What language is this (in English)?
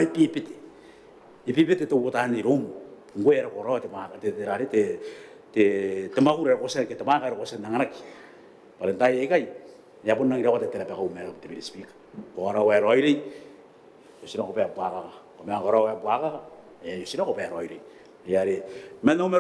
Gilbertese